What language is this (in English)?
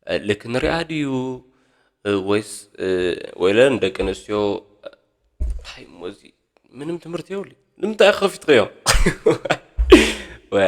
Tigrinya